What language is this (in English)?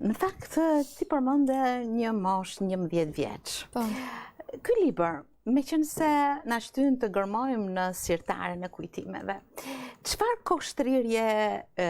Albanian